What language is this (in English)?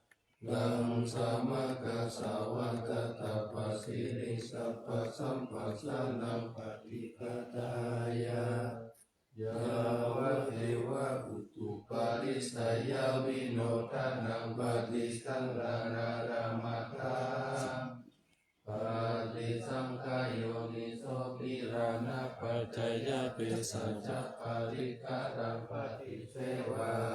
Pali